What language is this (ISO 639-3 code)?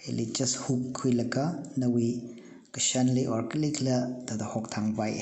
nmf